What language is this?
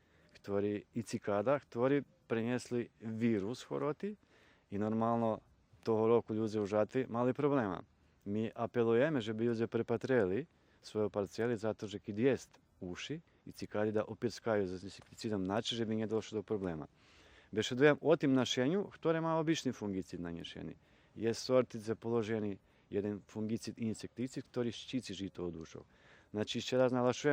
Rusyn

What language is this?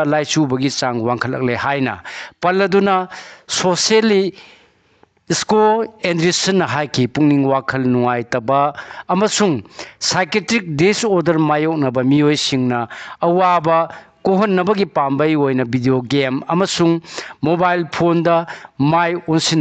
Manipuri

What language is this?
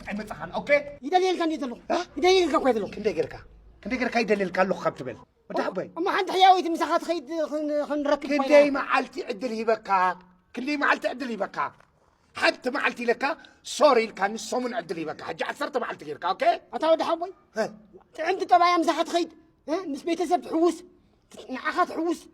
Tigrinya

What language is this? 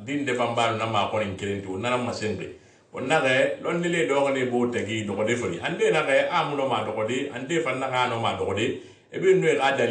Susu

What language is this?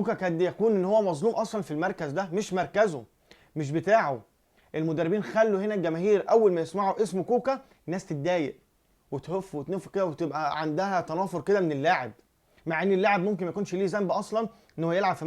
Egyptian Arabic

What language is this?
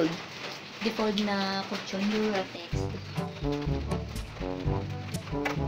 Filipino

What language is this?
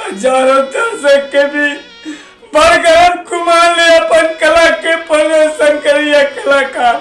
Chhattisgarhi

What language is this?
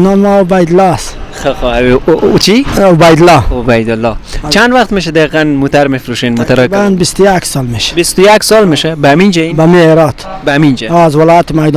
Persian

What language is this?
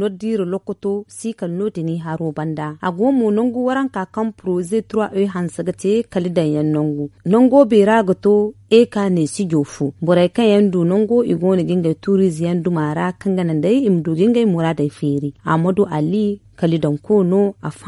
Zarma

